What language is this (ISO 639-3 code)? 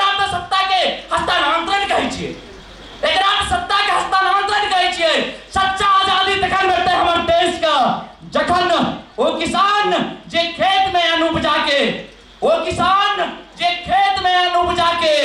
mai